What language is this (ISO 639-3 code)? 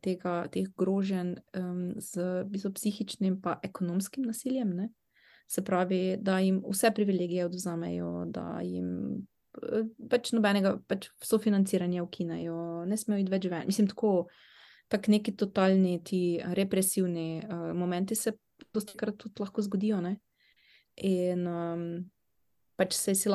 slv